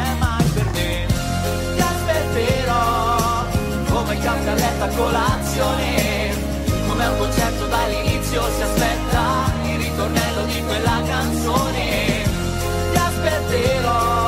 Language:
Italian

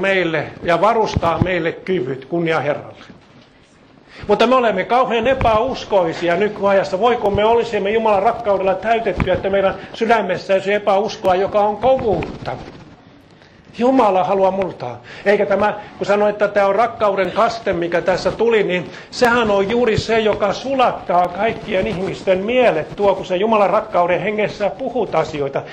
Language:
Finnish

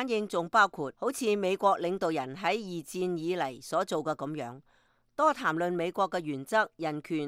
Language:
Cantonese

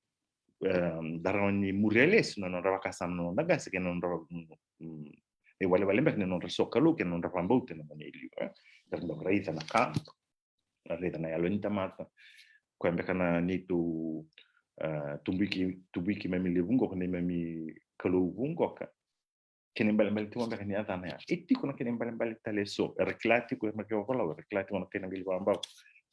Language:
Fijian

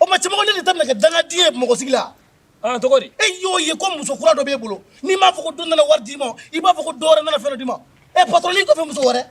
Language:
Bambara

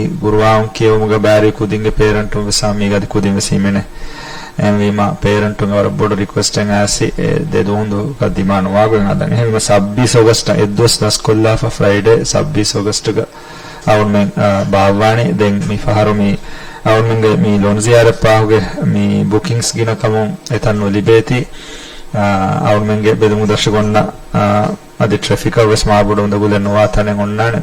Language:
Divehi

